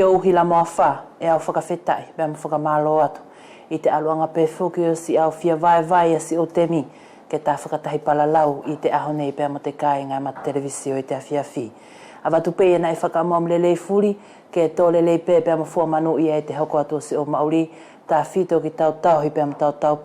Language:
Wallisian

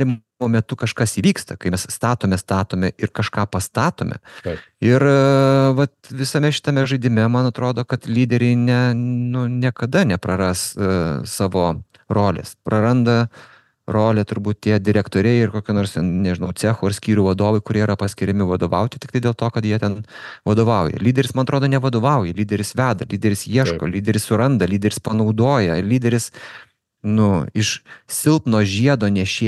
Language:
Lithuanian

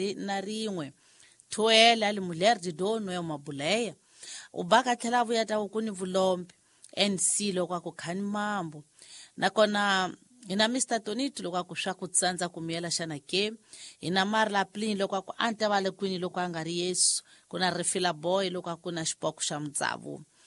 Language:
Tsonga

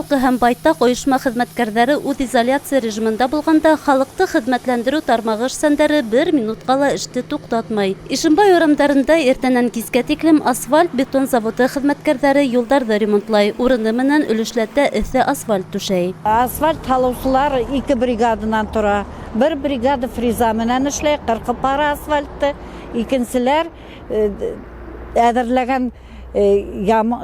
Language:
Bashkir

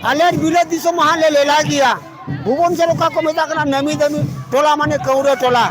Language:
Santali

